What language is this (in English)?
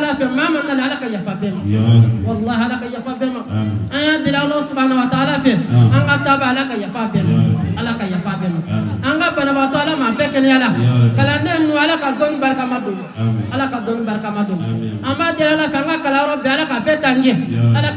Bambara